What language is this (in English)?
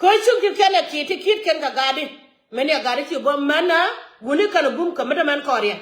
Nuer